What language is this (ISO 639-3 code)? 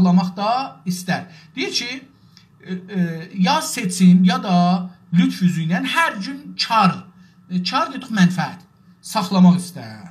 azb